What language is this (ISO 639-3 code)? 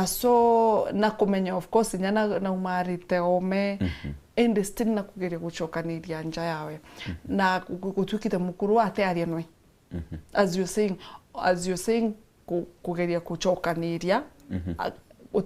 mer